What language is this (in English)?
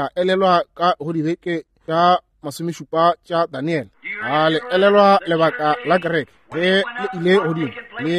Northern Sotho